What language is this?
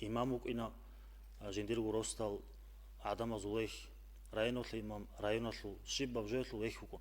Avaric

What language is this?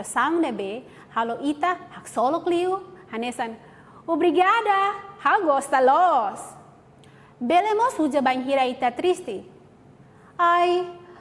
Tetum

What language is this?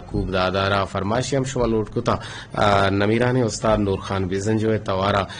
Eastern Balochi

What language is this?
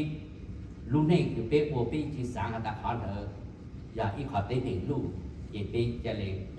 Hmong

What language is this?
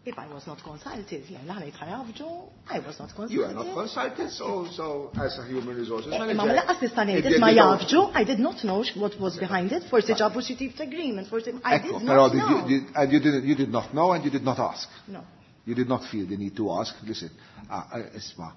Maltese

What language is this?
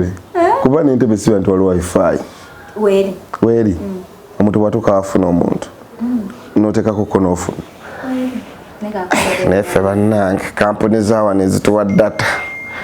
Ganda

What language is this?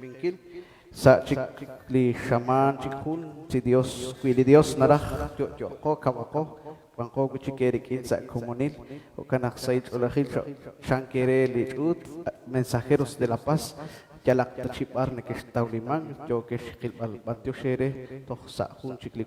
Kekchí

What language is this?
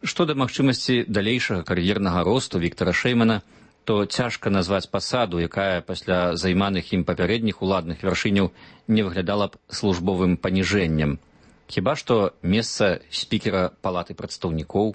Belarusian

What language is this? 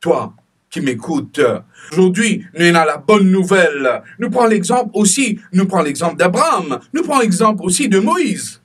Morisyen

